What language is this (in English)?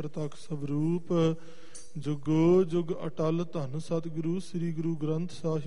Punjabi